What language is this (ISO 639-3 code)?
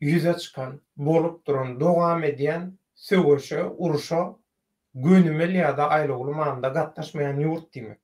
tuk